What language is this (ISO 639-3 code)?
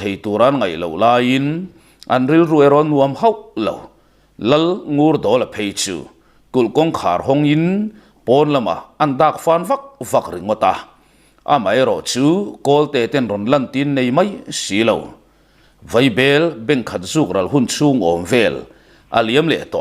lus